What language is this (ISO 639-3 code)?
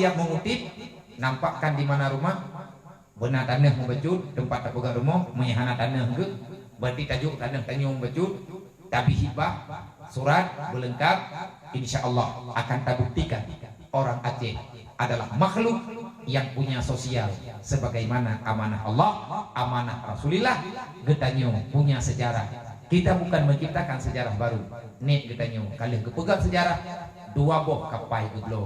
ace